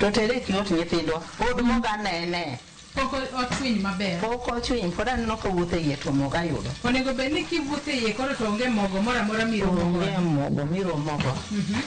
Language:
Luo (Kenya and Tanzania)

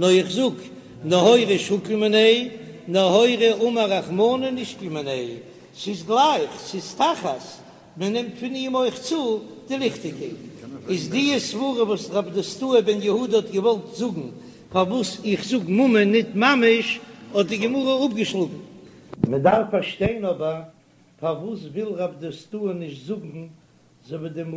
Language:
Yiddish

